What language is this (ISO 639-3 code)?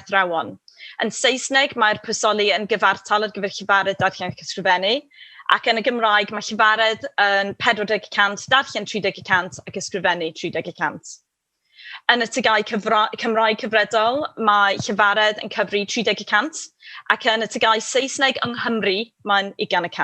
cym